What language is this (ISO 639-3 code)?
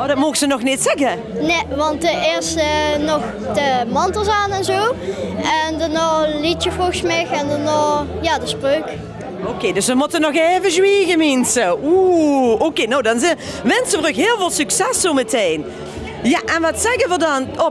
lim